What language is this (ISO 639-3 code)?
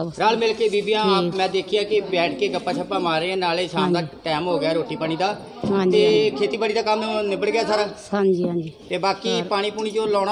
pan